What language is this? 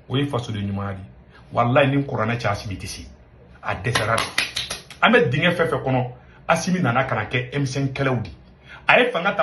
Bambara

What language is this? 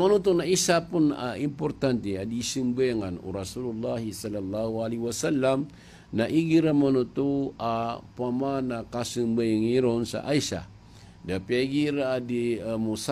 Maranao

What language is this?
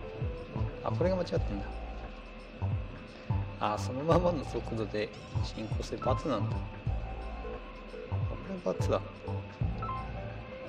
Japanese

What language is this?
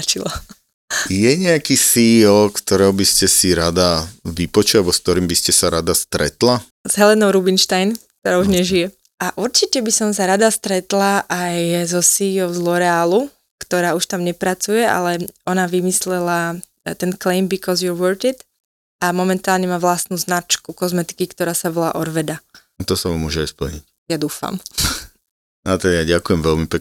Slovak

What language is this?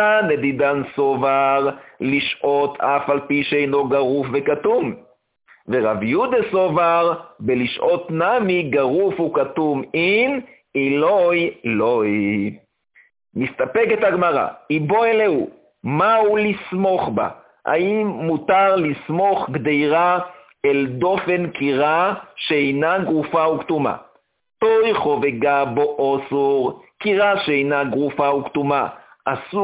Hebrew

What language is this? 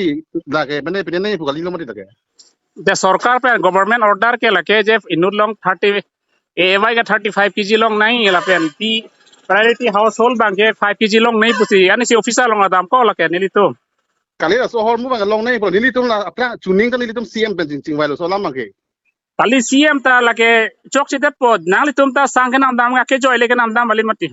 Karbi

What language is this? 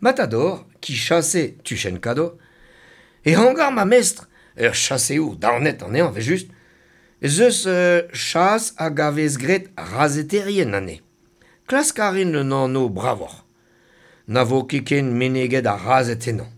Breton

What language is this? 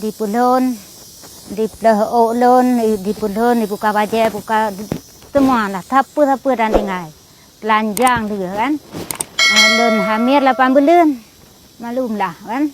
Achinese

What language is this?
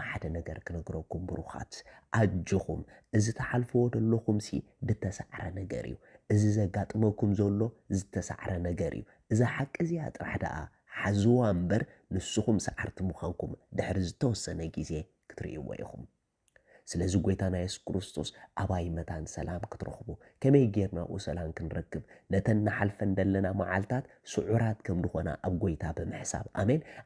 Tigrinya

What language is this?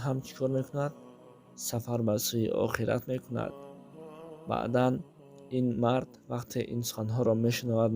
Tajik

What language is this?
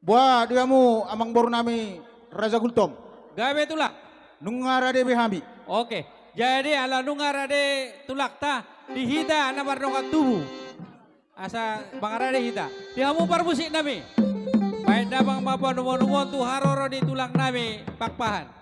Batak Toba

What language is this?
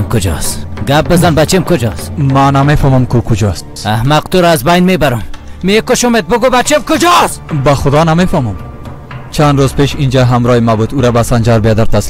Persian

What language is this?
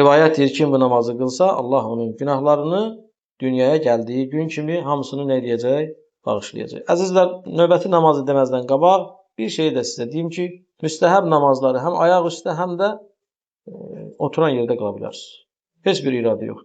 Azerbaijani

